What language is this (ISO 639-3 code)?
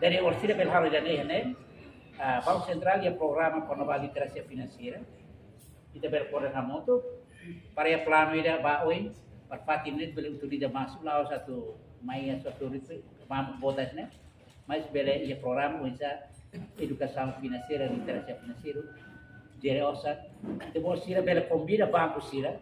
tet